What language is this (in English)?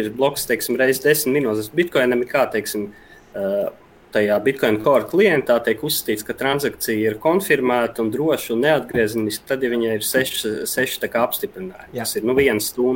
Latvian